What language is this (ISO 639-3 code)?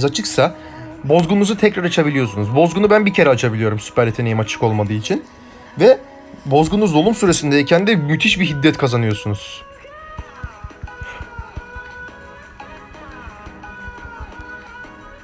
tur